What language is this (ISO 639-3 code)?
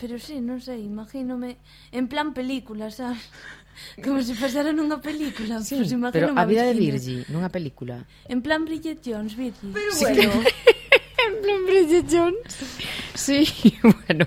glg